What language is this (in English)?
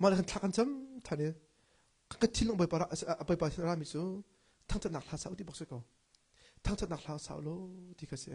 Hakha Chin